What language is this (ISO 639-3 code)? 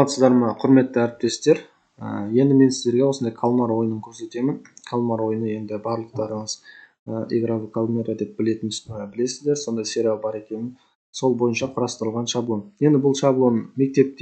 kaz